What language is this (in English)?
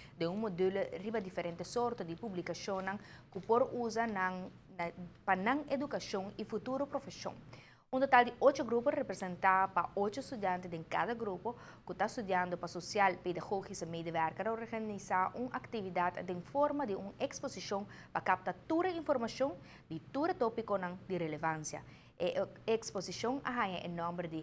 Papiamento